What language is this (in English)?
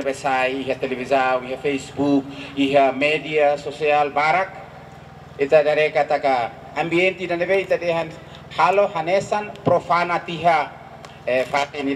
Tetum